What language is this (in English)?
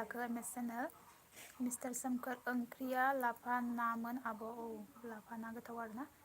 Bodo